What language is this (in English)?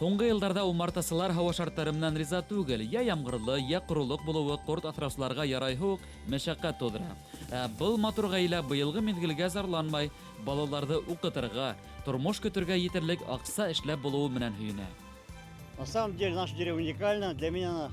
Bashkir